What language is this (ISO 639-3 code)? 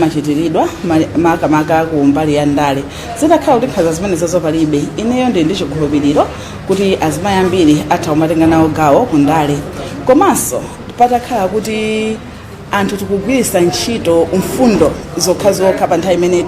nya